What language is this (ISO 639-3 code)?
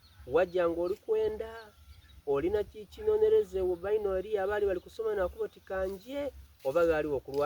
xog